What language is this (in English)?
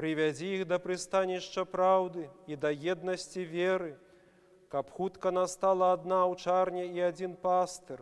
Belarusian